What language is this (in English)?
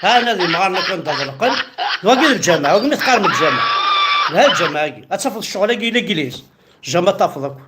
Kabyle